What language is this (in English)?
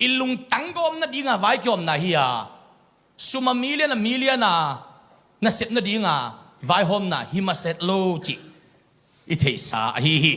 Tedim Chin